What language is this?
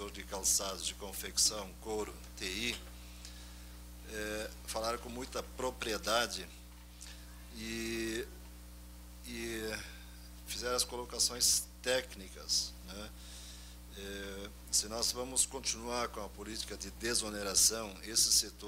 Portuguese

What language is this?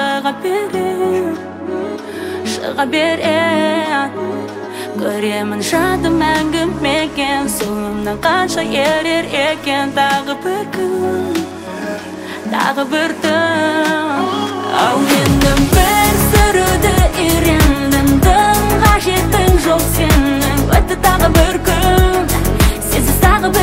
Kazakh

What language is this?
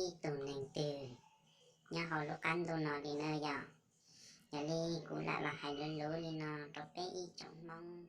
Hmong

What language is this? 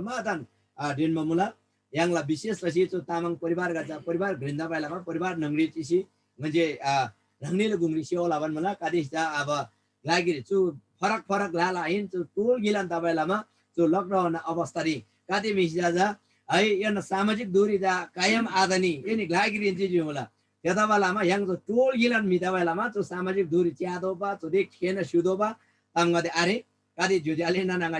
Eastern Tamang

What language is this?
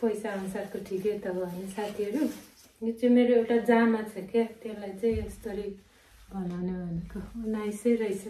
Nepali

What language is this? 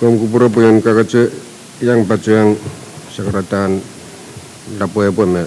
Pohnpeian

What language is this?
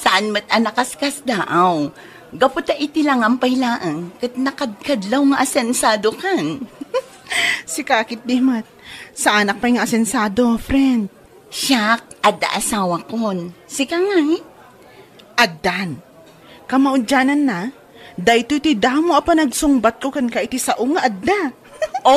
Iloko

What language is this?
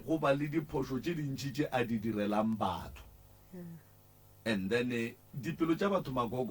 Northern Sotho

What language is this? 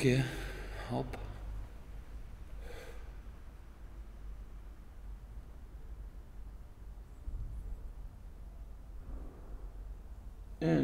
Dutch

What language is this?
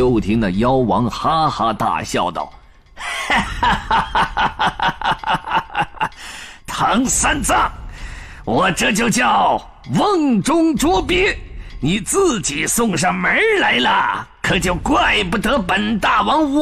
Chinese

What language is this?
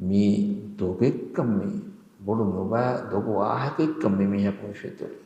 Divehi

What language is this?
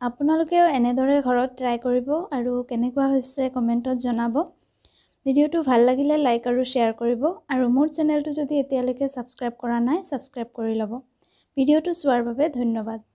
Assamese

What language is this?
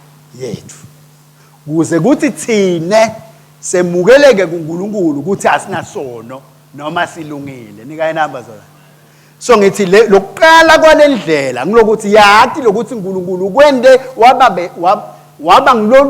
Swati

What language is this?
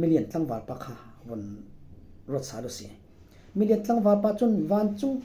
Falam Chin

